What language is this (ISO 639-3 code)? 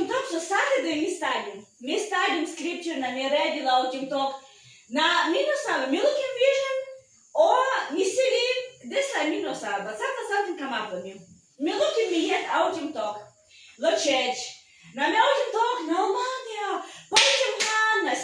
tpi